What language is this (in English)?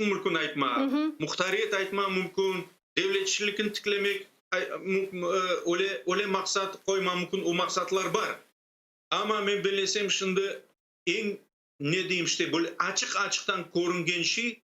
Crimean Tatar